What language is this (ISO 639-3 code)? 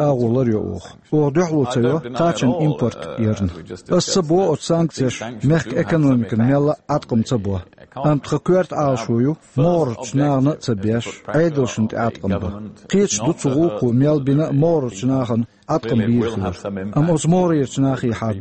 che